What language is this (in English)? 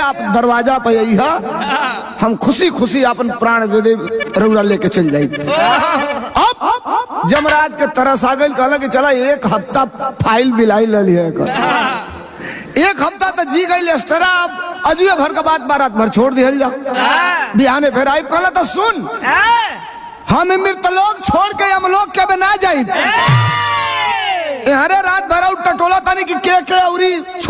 Bhojpuri